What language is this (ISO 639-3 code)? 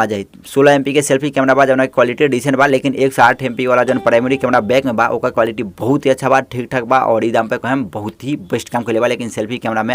bho